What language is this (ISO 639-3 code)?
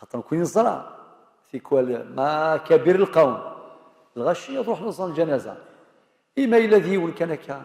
kab